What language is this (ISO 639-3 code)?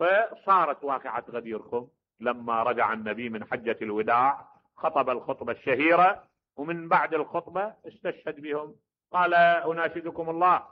acm